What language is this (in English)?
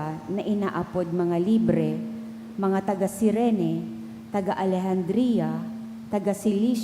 Bikol